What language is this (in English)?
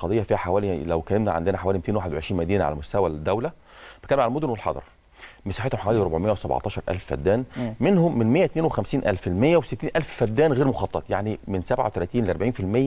Egyptian Arabic